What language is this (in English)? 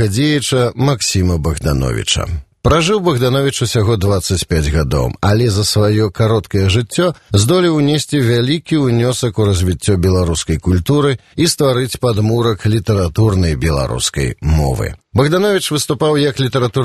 Belarusian